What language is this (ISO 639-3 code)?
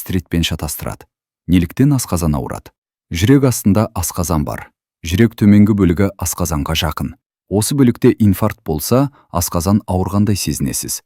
kaz